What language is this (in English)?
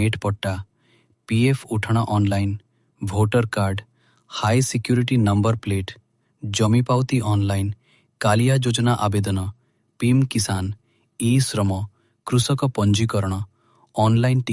Odia